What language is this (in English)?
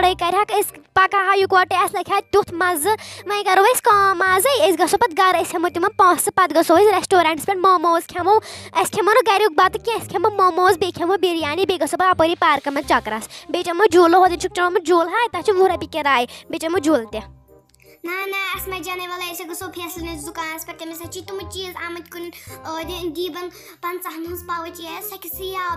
Kashmiri